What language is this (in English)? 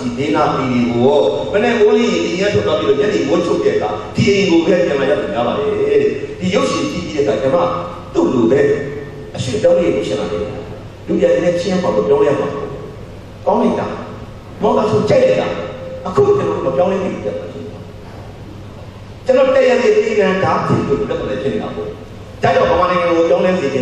Burmese